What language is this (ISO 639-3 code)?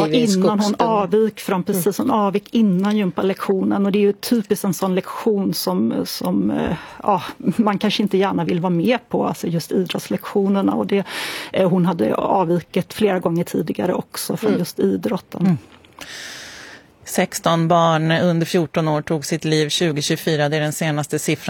swe